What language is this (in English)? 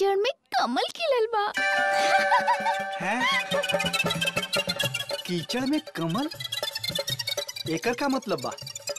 Bhojpuri